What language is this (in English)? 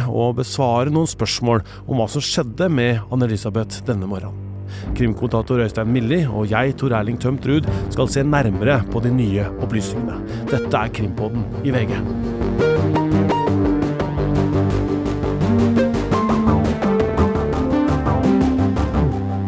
Norwegian